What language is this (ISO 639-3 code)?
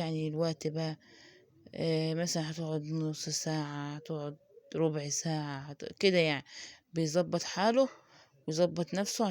arz